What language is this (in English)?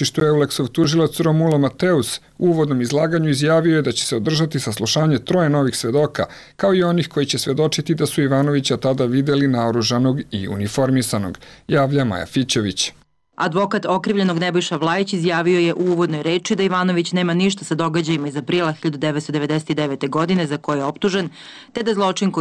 Serbian